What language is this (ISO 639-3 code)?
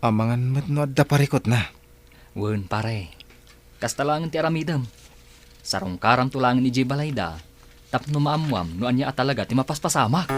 ilo